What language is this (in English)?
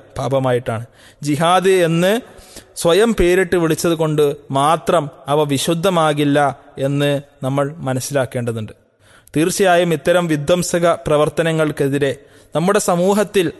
Malayalam